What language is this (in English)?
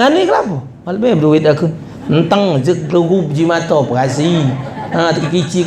Musi